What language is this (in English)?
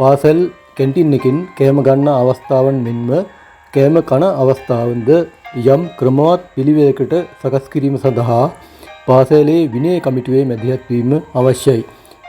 Sinhala